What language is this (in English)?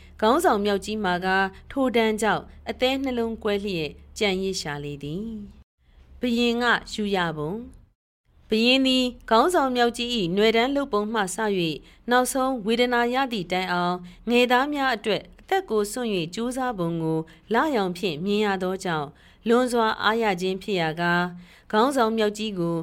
Burmese